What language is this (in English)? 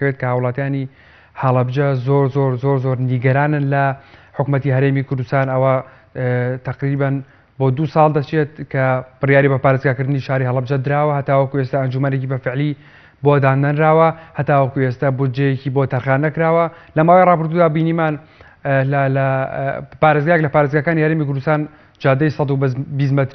Central Kurdish